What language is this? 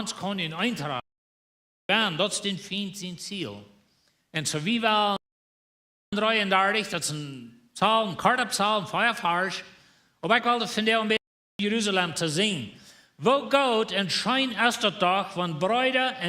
Plautdietsch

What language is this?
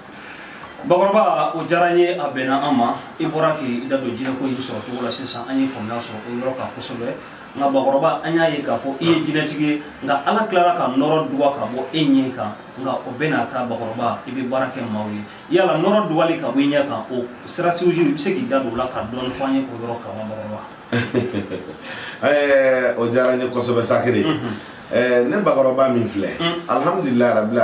Bambara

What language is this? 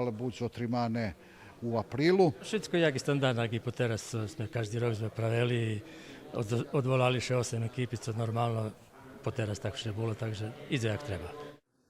Rusyn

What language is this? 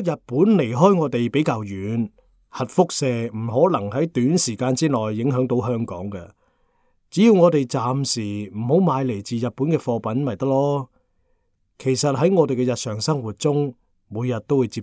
Cantonese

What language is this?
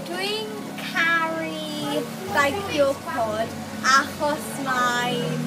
Welsh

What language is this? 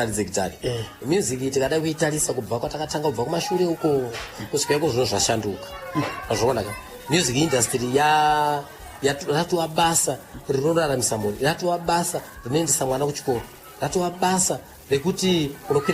Shona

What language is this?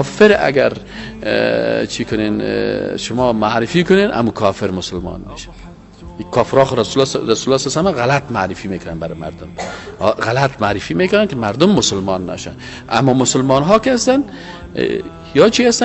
Persian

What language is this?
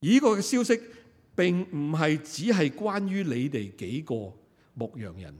Cantonese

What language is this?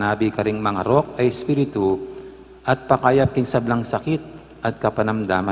Pampanga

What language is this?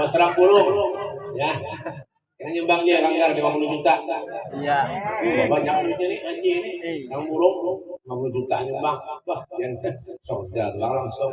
Banjar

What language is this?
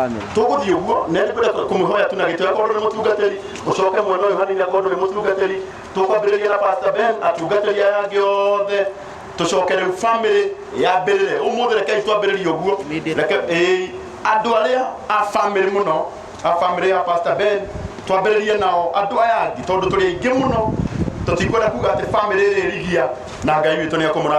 Kikuyu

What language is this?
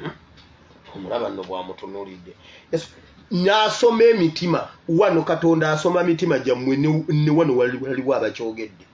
Ganda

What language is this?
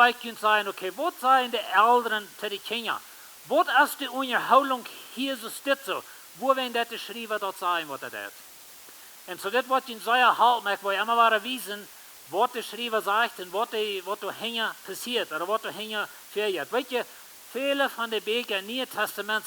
Plautdietsch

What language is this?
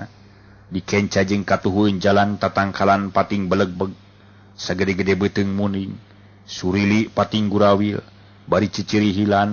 Sundanese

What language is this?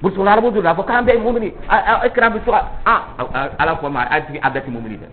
Dyula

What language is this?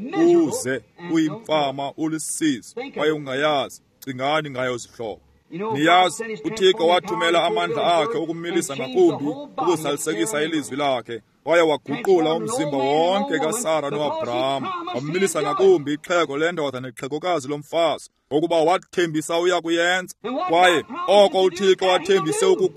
Xhosa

